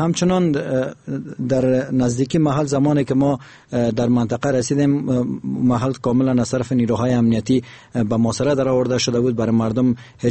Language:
Persian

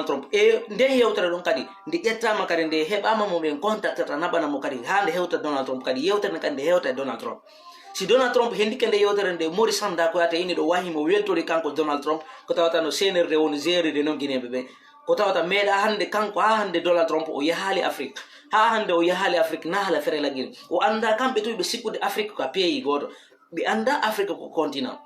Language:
Fula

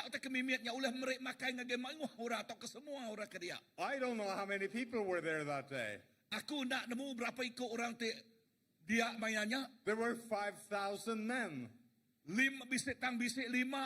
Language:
Iban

